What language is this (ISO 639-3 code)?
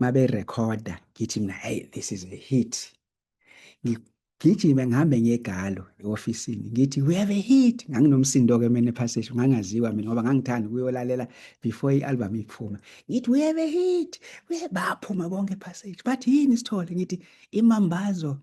zul